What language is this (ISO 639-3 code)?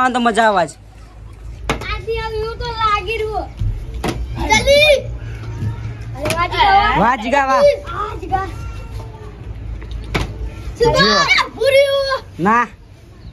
guj